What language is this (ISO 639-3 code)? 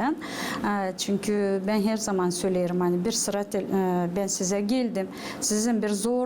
gag